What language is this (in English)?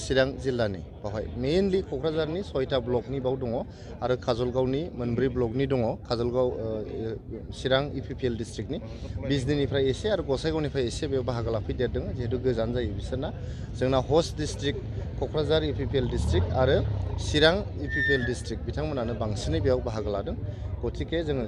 Bodo